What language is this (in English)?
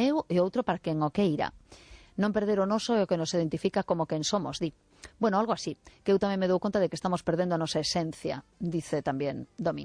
Galician